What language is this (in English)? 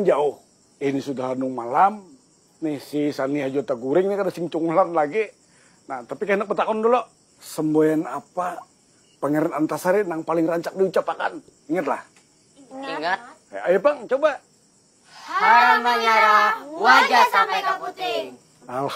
Banjar